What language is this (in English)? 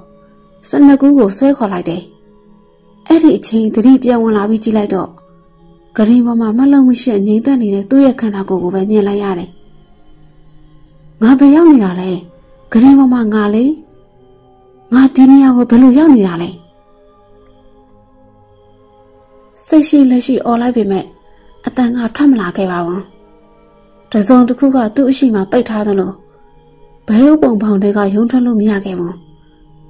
Burmese